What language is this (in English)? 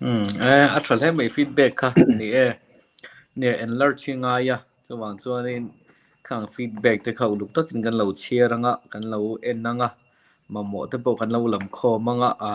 Mizo